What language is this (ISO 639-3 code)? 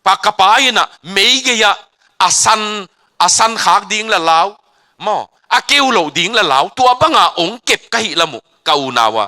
ctd